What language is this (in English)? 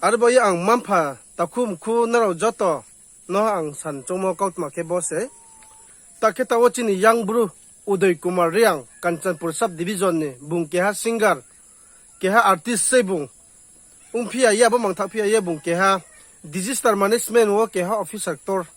Riang (India)